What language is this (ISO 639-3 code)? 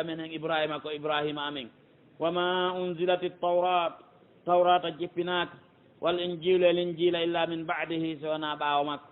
fuf